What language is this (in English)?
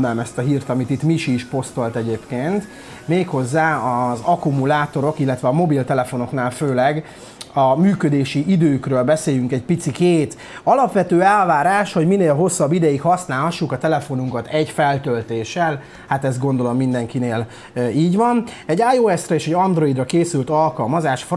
Hungarian